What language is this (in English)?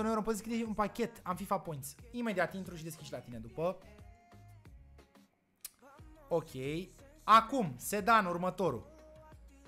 Romanian